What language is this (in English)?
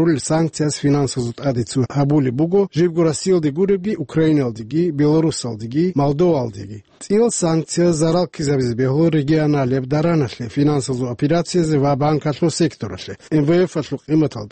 Avaric